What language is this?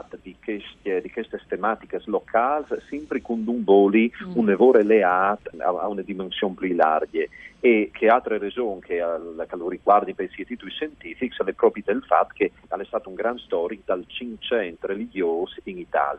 Friulian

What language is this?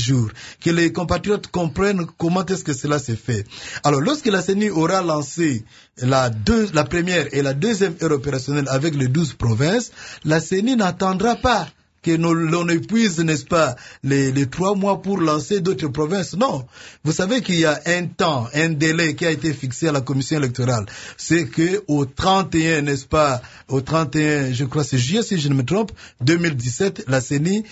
French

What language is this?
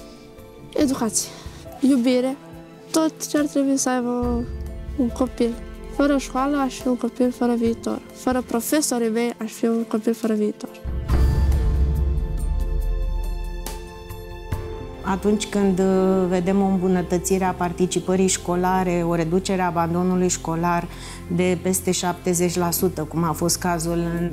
Romanian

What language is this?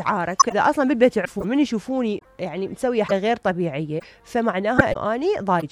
Mesopotamian Arabic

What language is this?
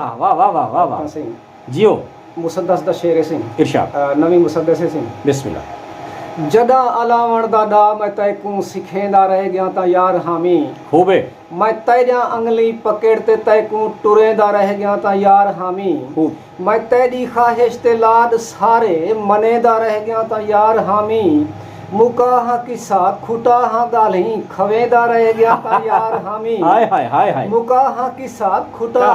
Saraiki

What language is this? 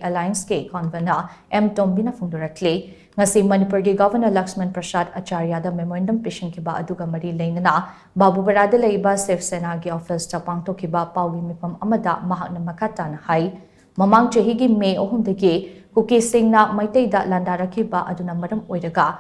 Manipuri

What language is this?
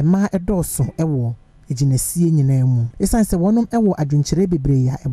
Akan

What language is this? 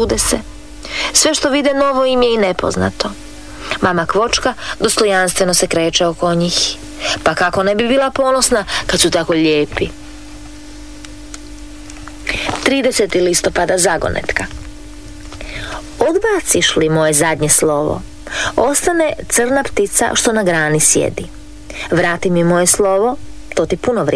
Croatian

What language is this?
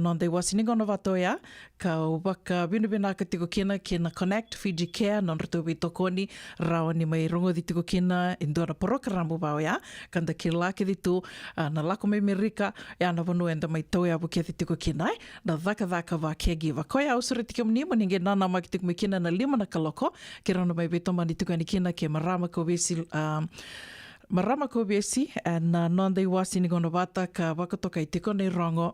Fijian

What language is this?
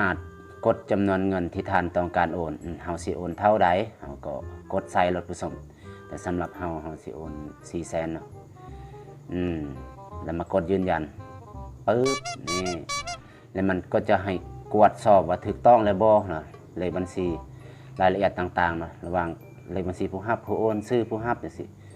Lao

